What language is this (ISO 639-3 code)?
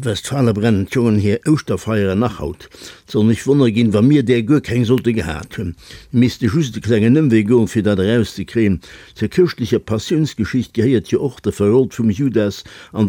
ltz